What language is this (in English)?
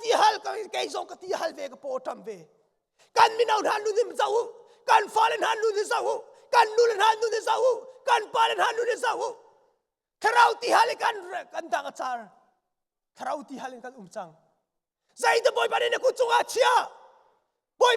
Hakha Chin